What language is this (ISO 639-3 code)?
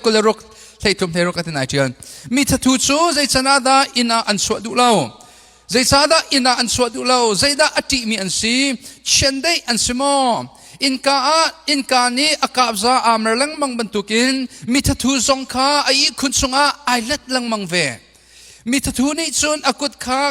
cnh